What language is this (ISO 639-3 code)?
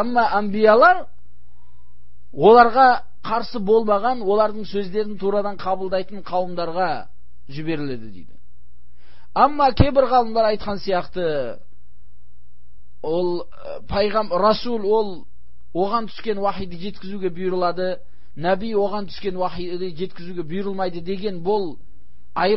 kaz